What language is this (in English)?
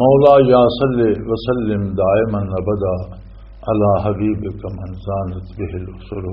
Western Panjabi